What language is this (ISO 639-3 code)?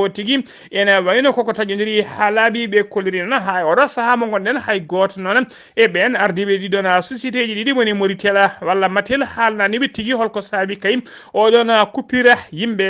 ful